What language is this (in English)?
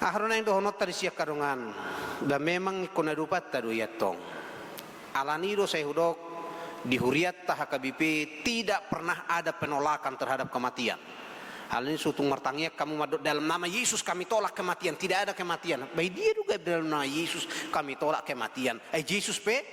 Batak Toba